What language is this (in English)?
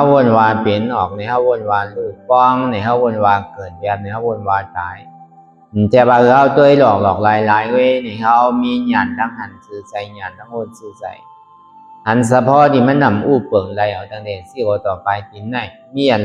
Shan